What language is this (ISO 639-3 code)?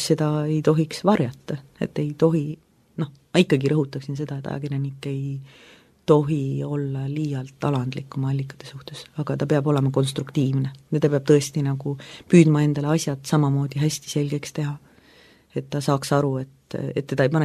est